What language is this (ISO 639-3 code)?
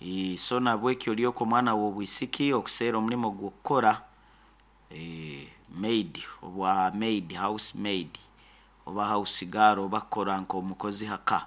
nyo